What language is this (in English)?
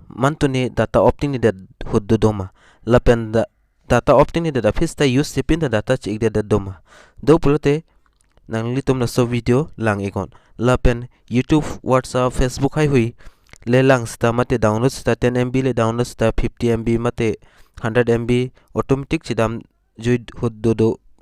Karbi